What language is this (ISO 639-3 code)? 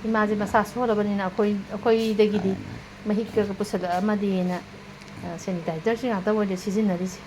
mni